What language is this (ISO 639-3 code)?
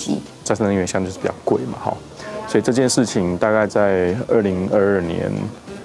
zho